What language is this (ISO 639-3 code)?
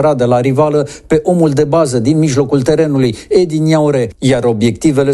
ron